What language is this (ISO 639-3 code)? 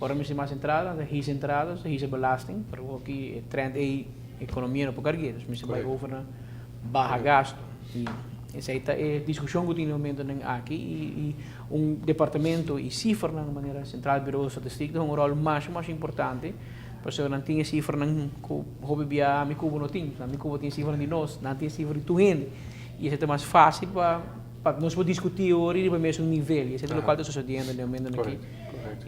pap